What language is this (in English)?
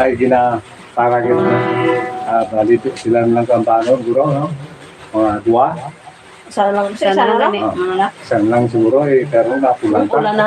Hiligaynon